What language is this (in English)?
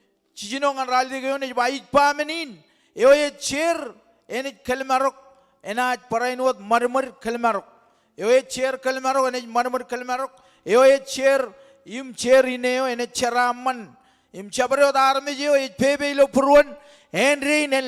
Marshallese